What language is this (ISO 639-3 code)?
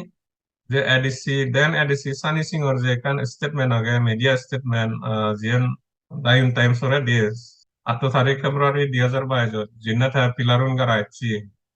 ccp